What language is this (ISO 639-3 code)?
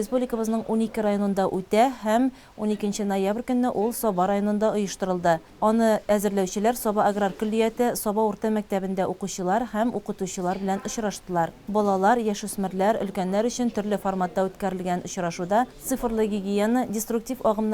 tat